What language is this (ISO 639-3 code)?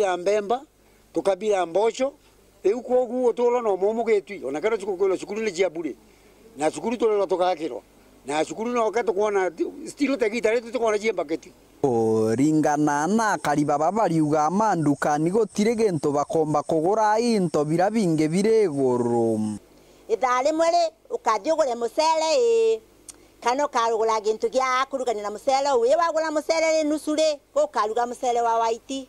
mer